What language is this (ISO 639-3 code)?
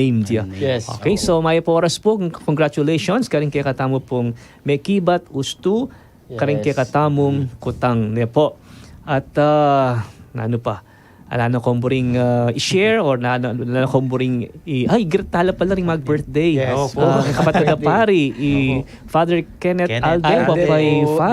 pam